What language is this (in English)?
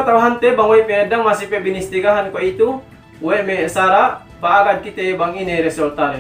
Yakan